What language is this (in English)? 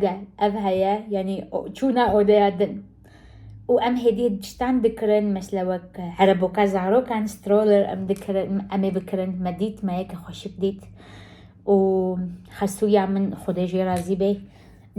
Kurdish